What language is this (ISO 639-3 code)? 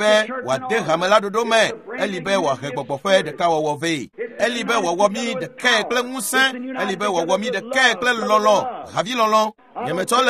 ewe